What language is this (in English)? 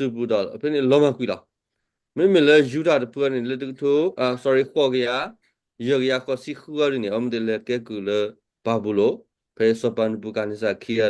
S'gaw Karen